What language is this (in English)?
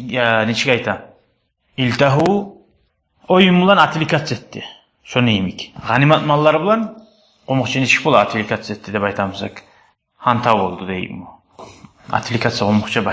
Kumyk